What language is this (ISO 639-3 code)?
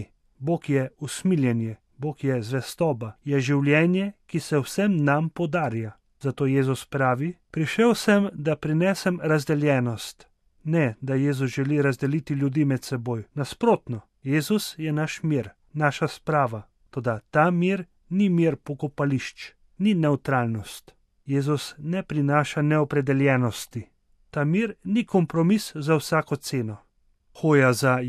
slv